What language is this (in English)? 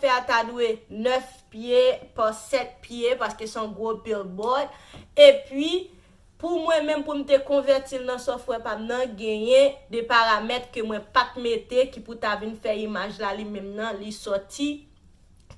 Haitian Creole